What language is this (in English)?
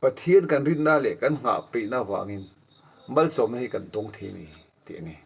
Mizo